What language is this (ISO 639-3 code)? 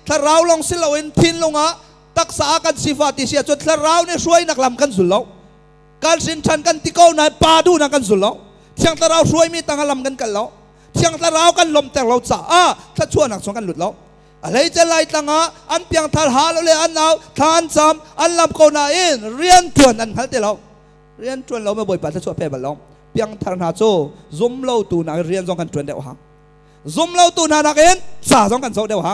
cnh